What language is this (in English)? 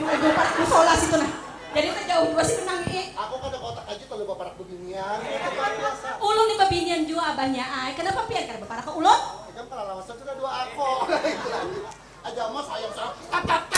Banjar